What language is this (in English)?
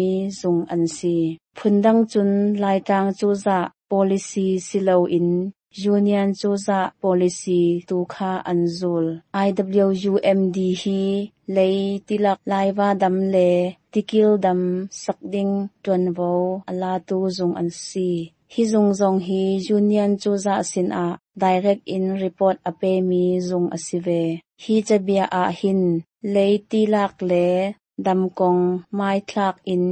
Hakha Chin